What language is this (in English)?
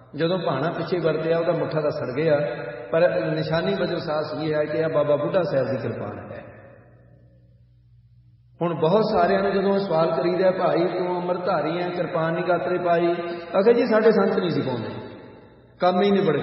Punjabi